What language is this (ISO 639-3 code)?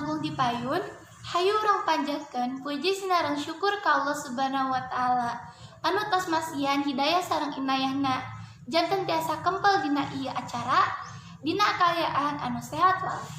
sun